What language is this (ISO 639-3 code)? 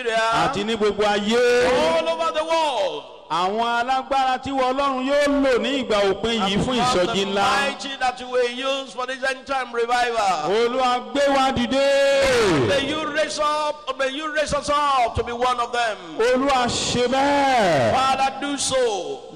yor